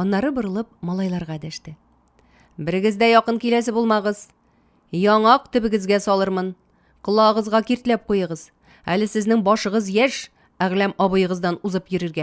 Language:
Tatar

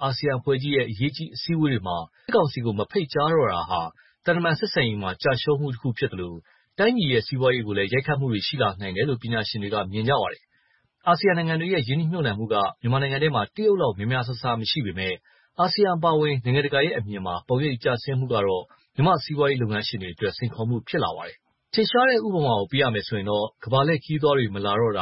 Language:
Burmese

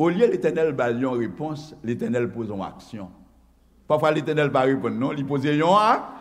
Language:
Haitian Creole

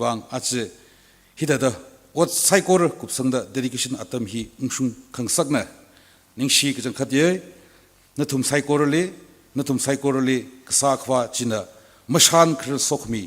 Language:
Tangkhul Naga (India)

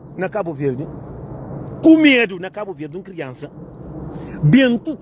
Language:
Kabuverdianu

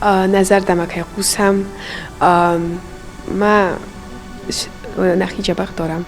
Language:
Ossetic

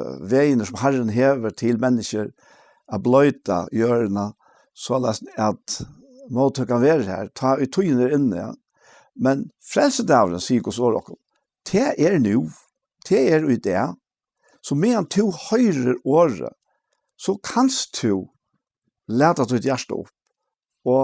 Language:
Faroese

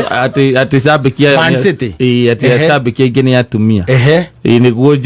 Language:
Kikuyu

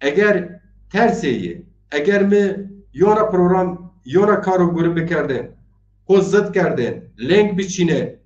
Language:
Zaza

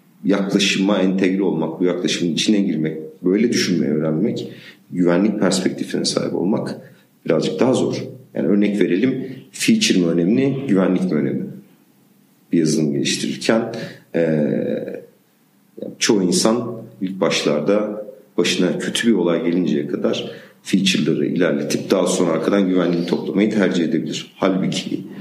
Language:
Turkish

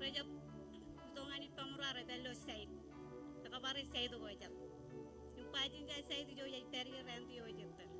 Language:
Marshallese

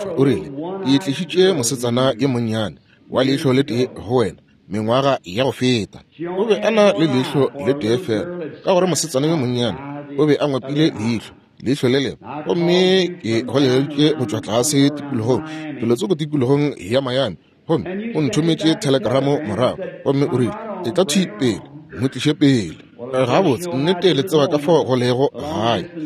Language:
Northern Sotho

